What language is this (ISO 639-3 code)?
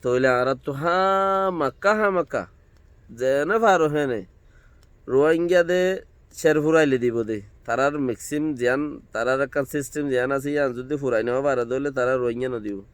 rhg